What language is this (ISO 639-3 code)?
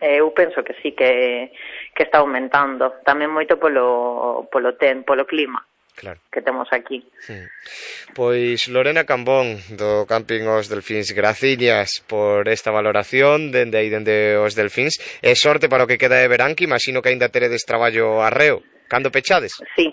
glg